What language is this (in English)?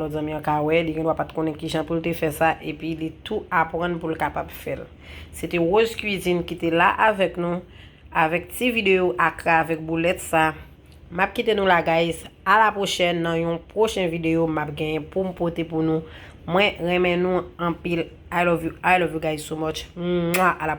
Haitian Creole